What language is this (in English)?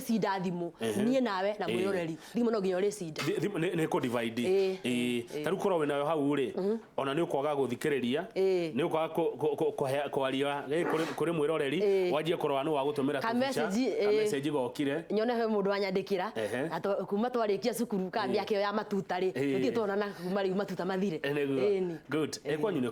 Kikuyu